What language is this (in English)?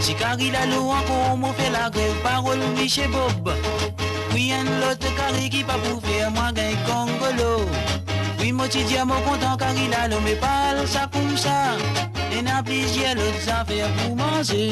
Morisyen